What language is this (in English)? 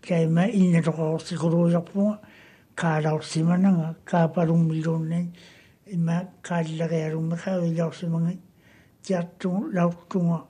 Māori